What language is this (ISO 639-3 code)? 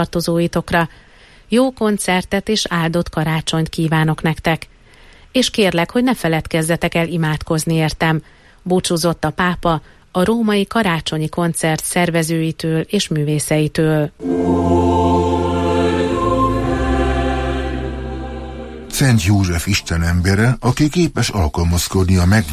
hun